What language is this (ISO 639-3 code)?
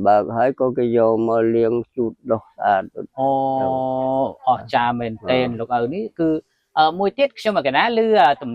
khm